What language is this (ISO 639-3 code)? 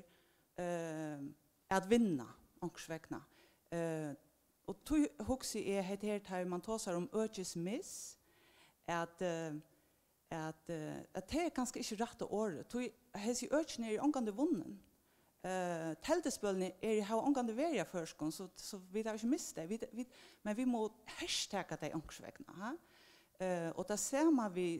fao